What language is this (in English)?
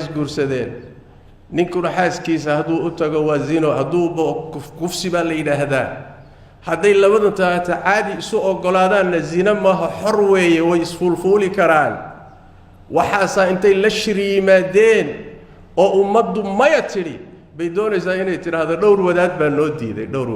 Somali